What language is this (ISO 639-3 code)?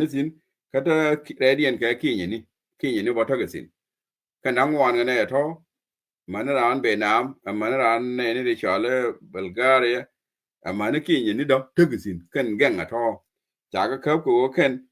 nus